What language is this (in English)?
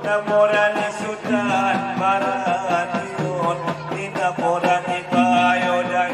Batak Angkola